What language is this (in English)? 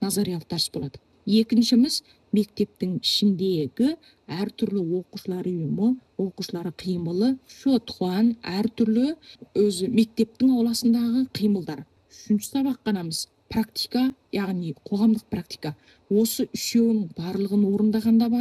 Kazakh